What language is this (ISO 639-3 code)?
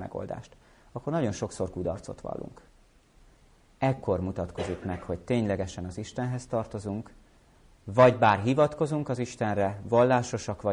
hun